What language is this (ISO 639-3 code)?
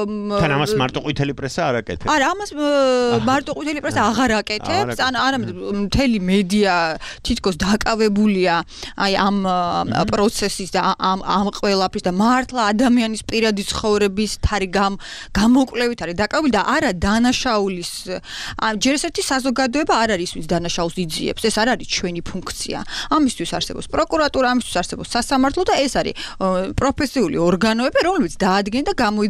kat